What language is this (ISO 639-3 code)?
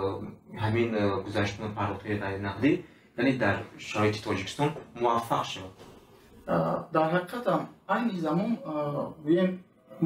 tgk